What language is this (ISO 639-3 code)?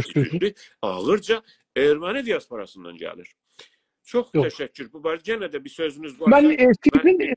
azb